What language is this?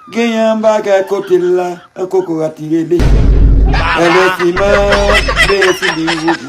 Haitian Creole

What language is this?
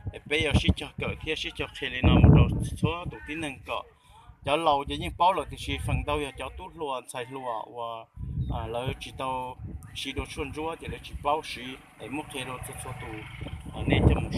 Hmong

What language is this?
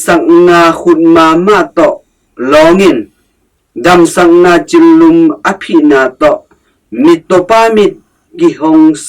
Tedim Chin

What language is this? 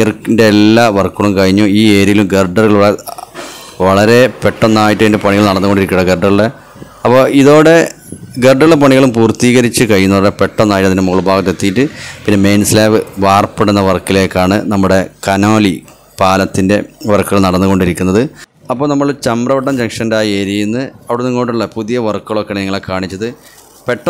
Malayalam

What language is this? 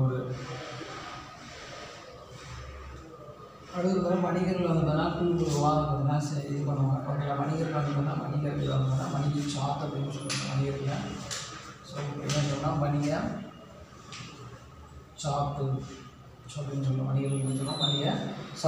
Tamil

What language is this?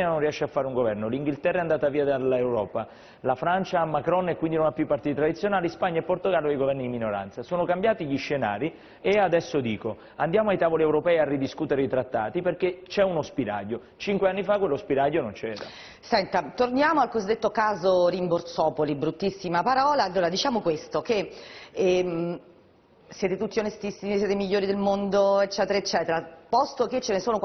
Italian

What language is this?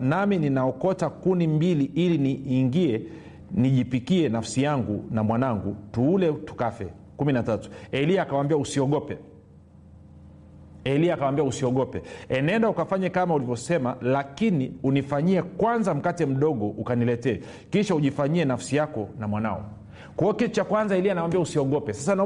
Swahili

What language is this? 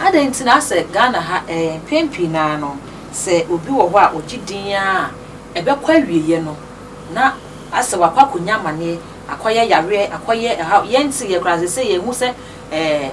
Akan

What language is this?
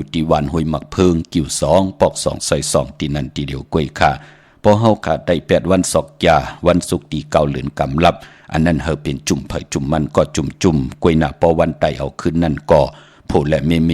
Shan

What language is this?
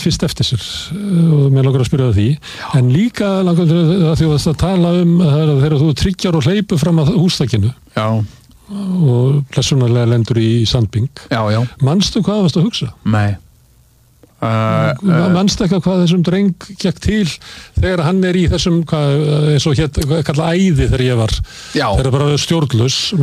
Icelandic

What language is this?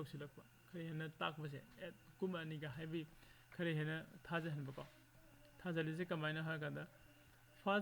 Manipuri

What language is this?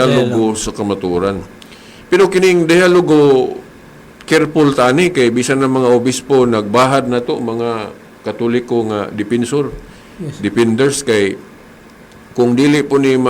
Cebuano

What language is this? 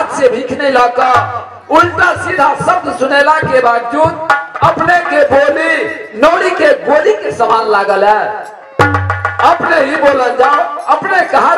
Maithili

